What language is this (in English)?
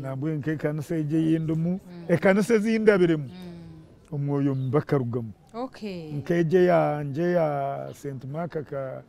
Nyankole